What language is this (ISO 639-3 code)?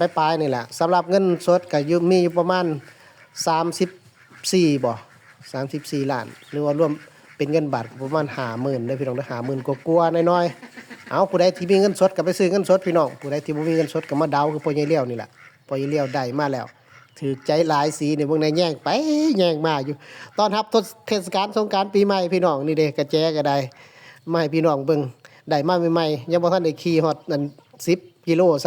tts